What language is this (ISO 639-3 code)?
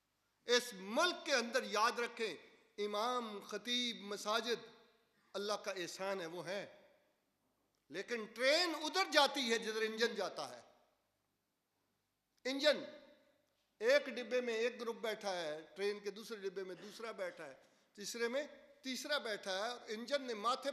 urd